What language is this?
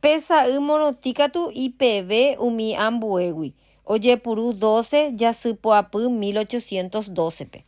Guarani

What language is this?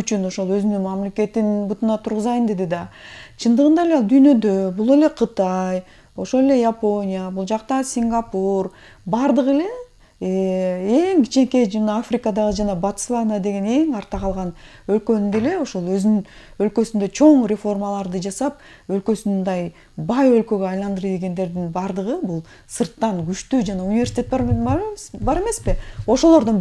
Kyrgyz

